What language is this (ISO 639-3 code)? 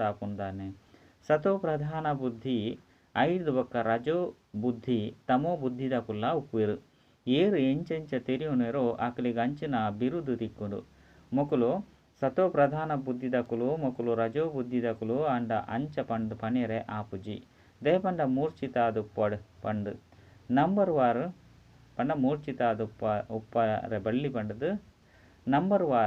tcy